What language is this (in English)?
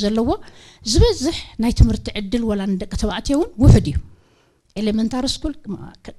Tigrinya